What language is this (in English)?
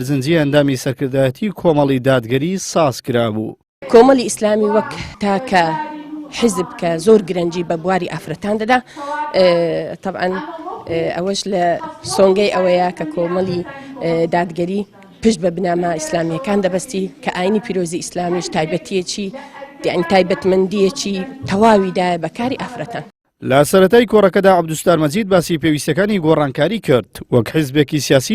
Central Kurdish